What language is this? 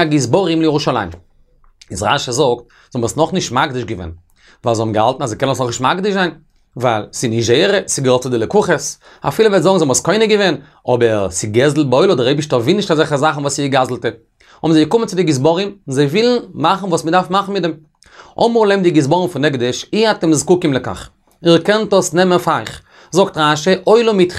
Yiddish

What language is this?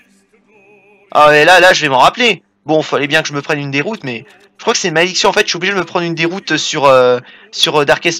French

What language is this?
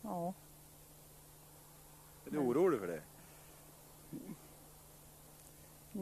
Swedish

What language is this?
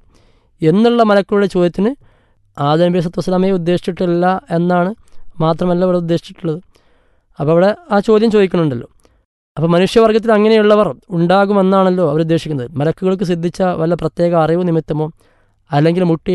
Malayalam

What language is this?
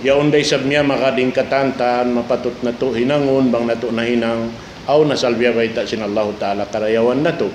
Tausug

